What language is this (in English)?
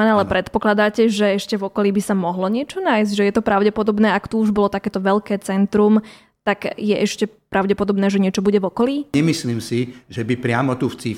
Slovak